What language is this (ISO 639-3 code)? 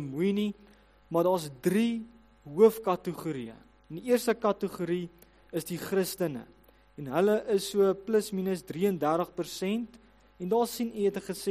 afr